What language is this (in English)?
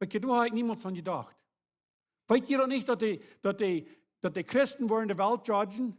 Plautdietsch